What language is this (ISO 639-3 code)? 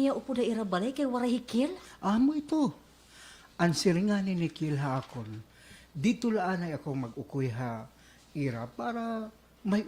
war